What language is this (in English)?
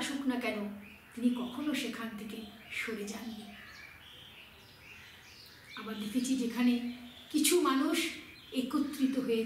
Bangla